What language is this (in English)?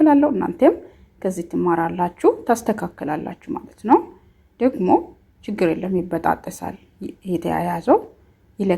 Amharic